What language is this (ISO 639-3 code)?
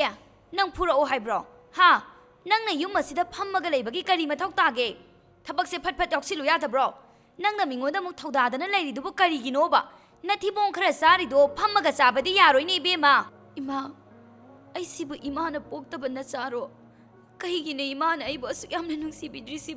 mni